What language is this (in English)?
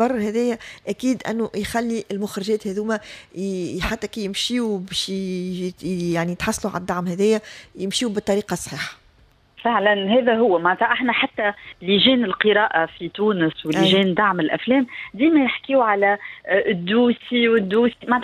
Tunisian Arabic